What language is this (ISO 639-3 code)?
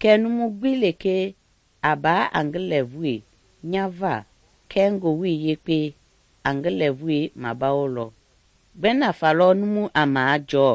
men